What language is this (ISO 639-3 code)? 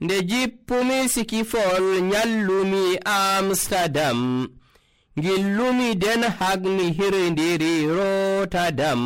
fuv